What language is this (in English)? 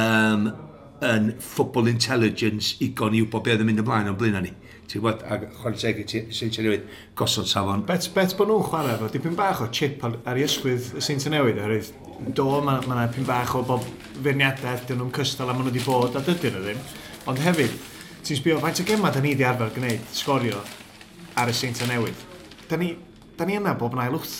Welsh